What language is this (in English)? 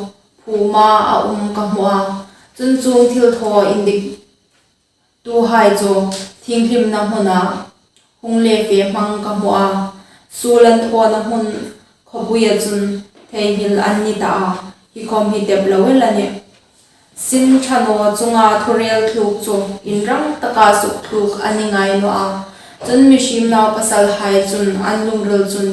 Hmar